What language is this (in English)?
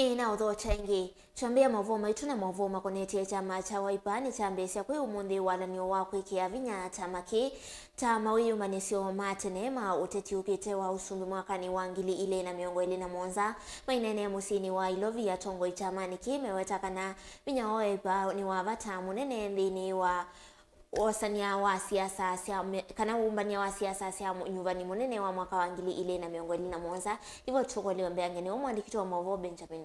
Kamba